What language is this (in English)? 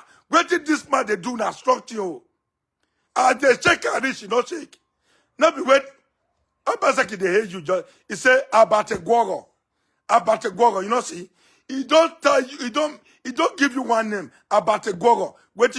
Nigerian Pidgin